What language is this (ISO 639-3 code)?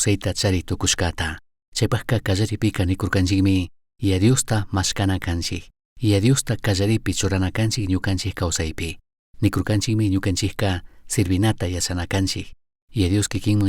qug